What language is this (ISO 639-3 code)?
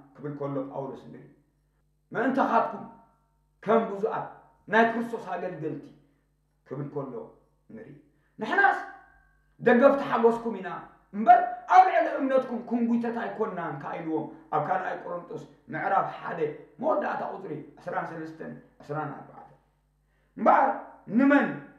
tir